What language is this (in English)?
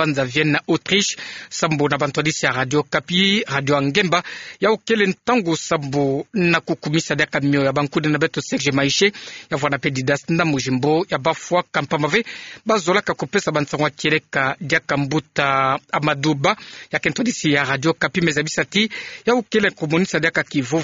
Kituba (Democratic Republic of Congo)